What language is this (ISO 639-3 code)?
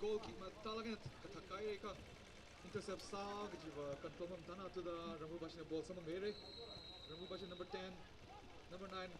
nmf